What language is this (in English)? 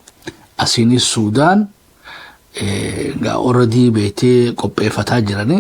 Oromo